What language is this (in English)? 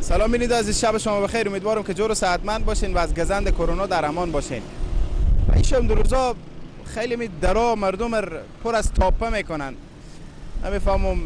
Persian